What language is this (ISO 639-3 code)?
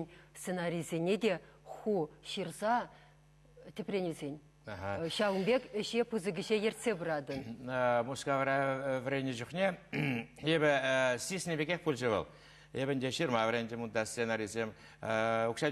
chv